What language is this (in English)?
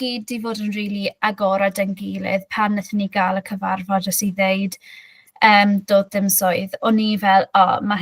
Welsh